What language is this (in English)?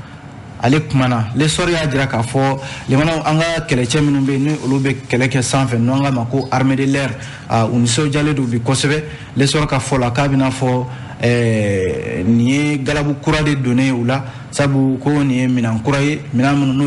Bambara